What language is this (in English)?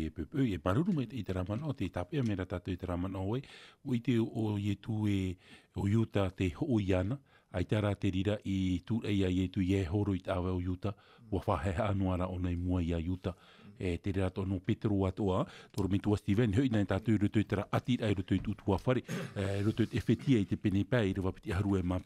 Tahitian